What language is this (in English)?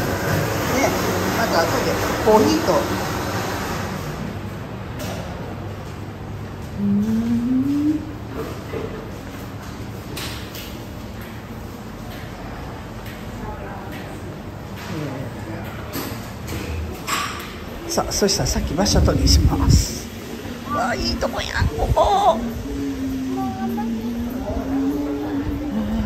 Japanese